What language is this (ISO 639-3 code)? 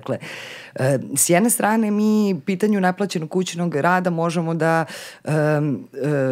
srp